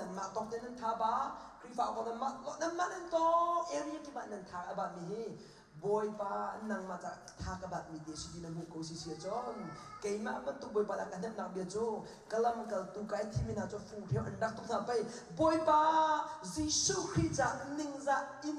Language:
Hakha Chin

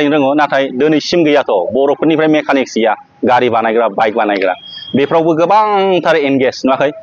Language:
Bodo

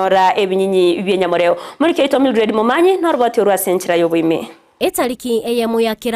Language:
Gusii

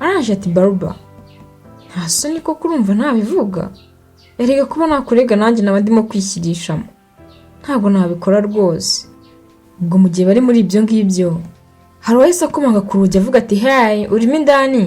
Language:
Kinyarwanda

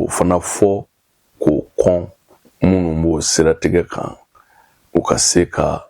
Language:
Bambara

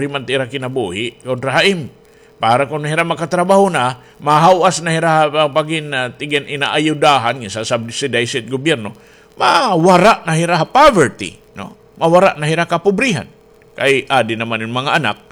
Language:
Waray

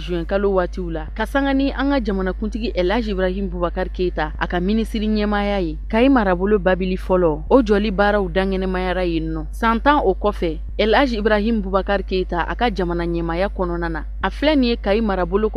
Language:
Bambara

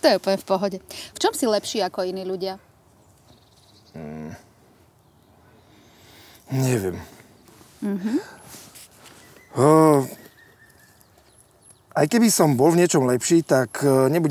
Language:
Slovak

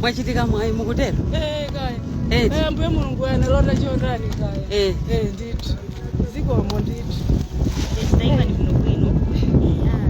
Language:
Nyanja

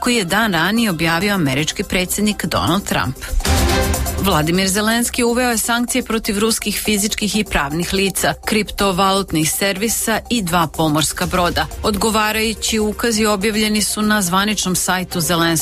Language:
Serbian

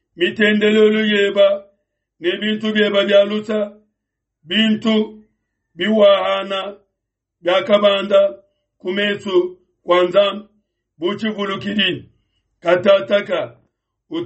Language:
Luba-Lulua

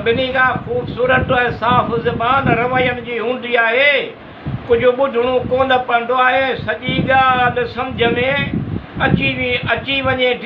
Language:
Sindhi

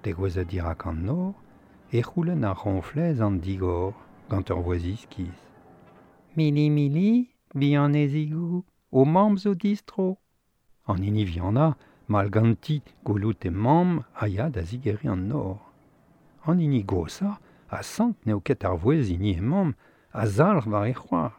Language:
Breton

